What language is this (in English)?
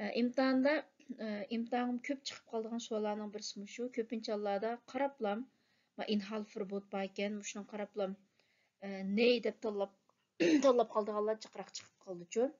Uyghur